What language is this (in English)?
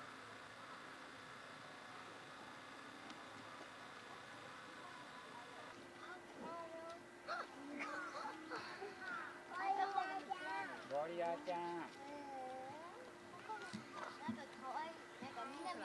Japanese